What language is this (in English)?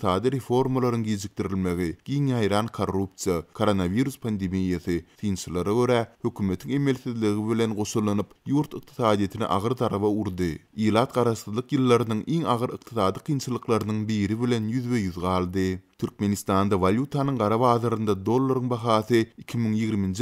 Turkmen